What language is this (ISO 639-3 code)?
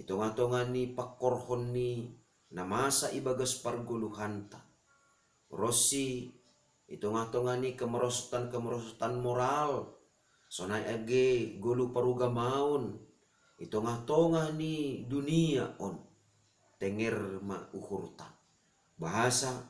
bts